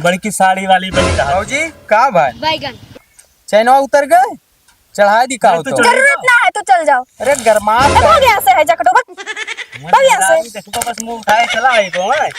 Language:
Awadhi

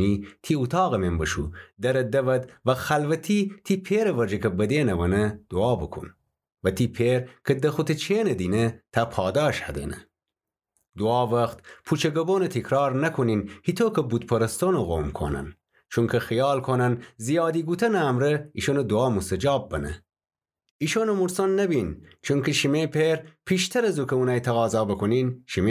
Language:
Gilaki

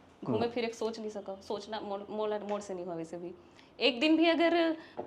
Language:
Chhattisgarhi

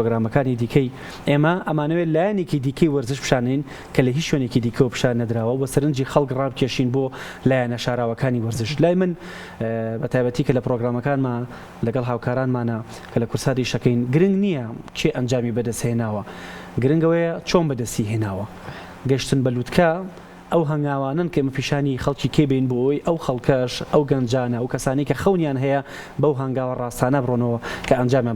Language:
Central Kurdish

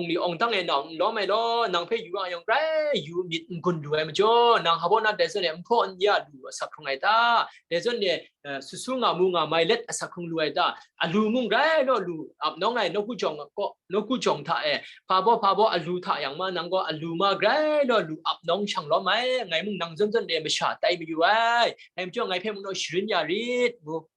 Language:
Kachin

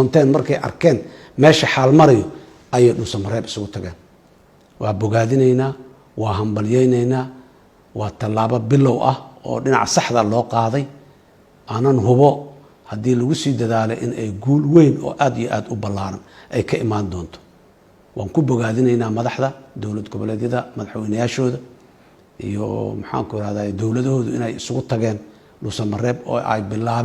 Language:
Somali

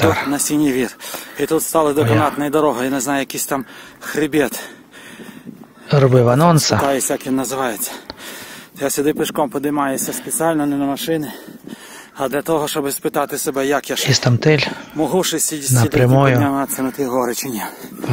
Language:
Ukrainian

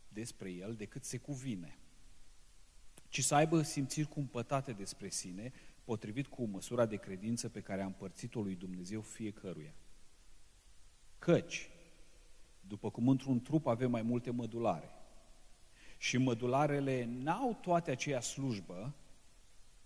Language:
Romanian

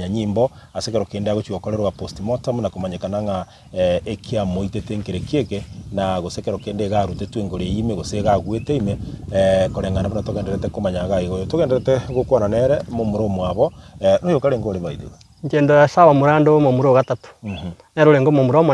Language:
Gusii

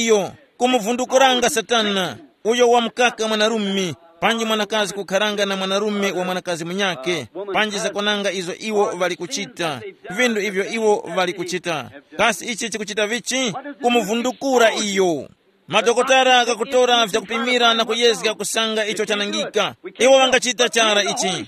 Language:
Tumbuka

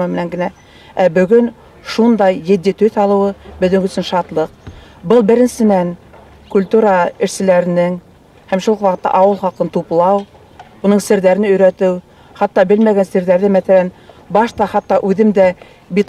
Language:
Bashkir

